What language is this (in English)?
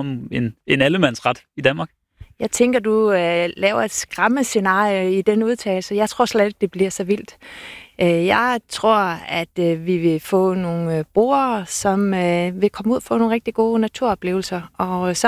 Danish